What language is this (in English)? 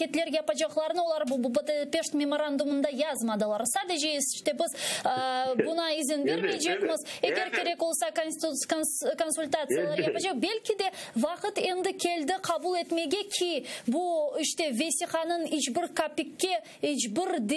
Crimean Tatar